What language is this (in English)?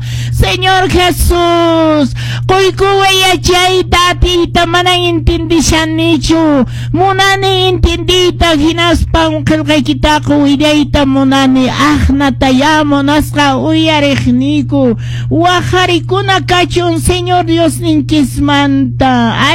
Quechua